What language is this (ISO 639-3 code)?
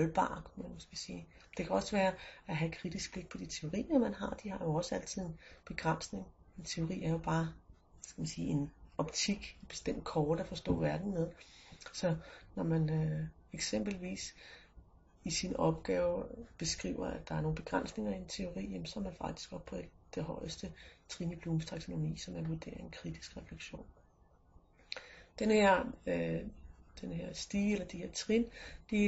dan